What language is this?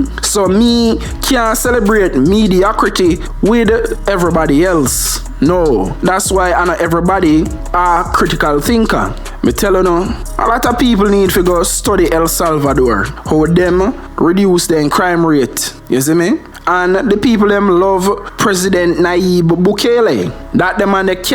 Jamaican Creole English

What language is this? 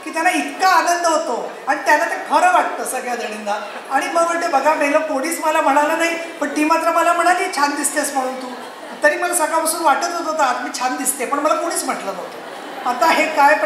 Marathi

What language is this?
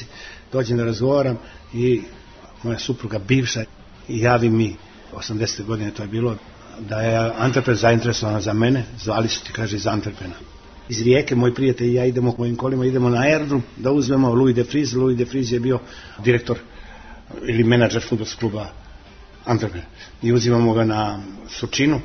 Serbian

